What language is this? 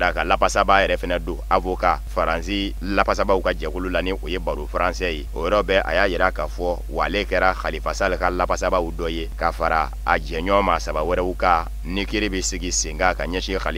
Bambara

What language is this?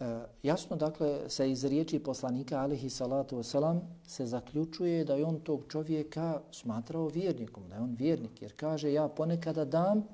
Bosnian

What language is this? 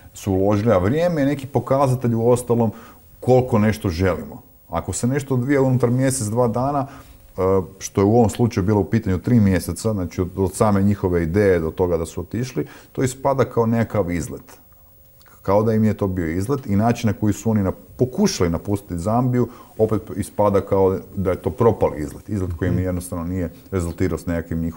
Croatian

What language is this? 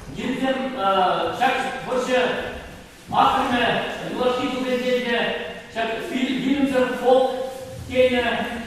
Chuvash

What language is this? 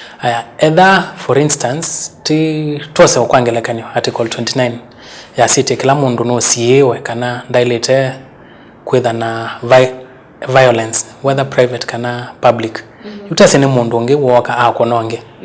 Kamba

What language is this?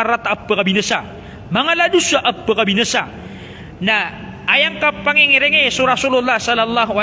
Maranao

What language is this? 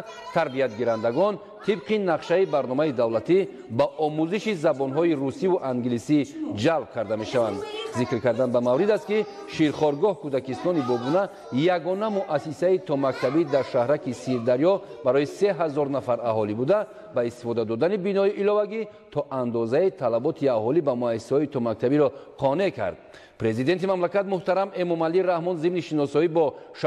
Tajik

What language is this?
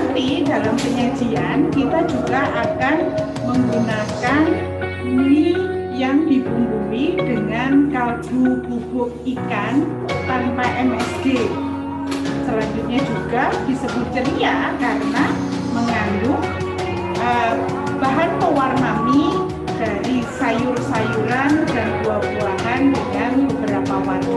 Indonesian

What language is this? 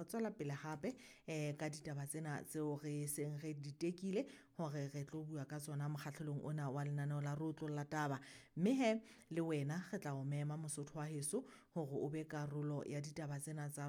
Southern Sotho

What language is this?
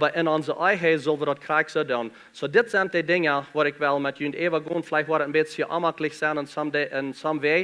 Plautdietsch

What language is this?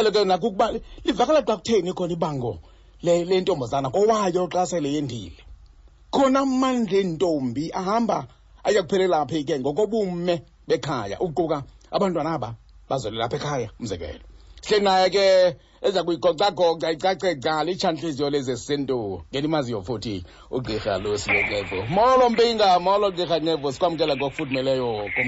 Xhosa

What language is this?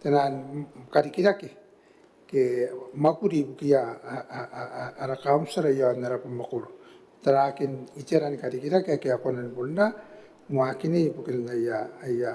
Gilbertese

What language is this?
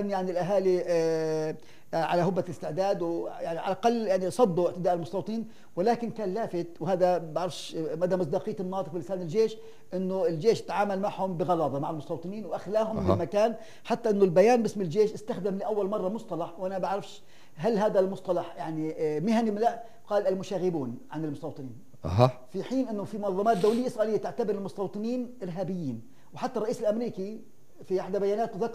North Levantine Arabic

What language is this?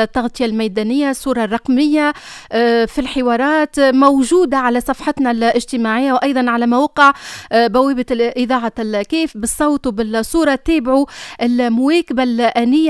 Tunisian Arabic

